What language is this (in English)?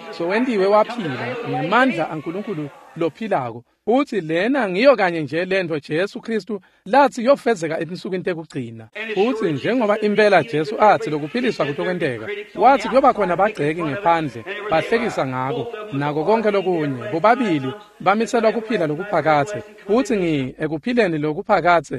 Swati